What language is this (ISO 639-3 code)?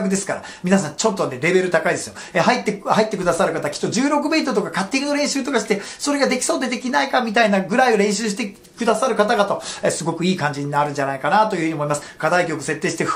jpn